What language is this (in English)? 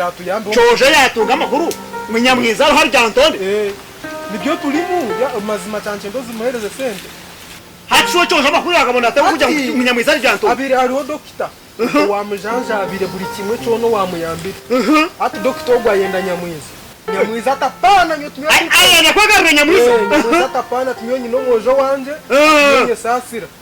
Nyankole